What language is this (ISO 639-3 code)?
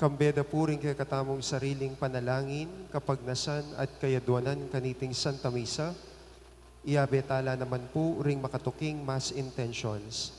pam